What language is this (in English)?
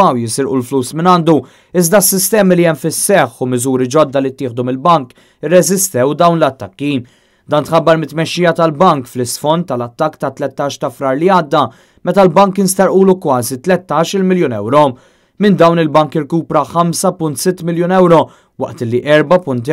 Maltese